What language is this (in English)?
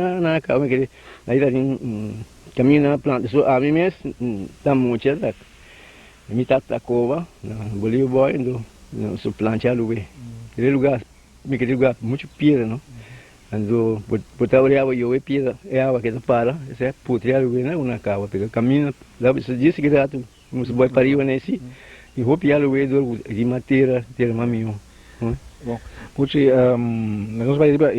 Papiamento